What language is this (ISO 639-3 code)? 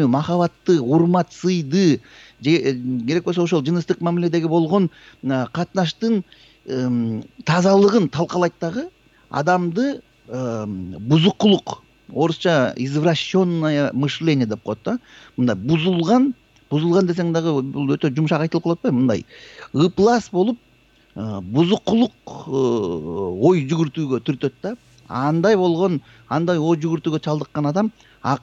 kir